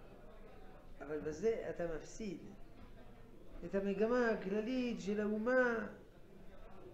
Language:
Hebrew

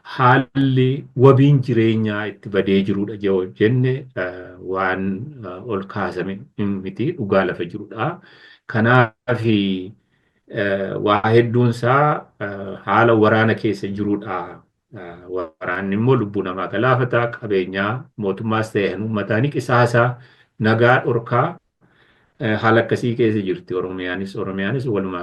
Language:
Oromo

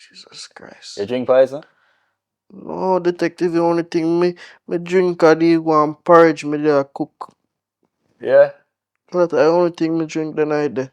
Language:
Jamaican Creole English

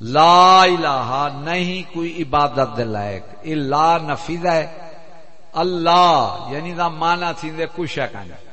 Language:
Saraiki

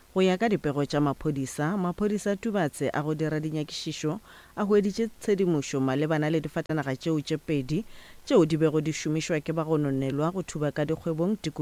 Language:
Northern Sotho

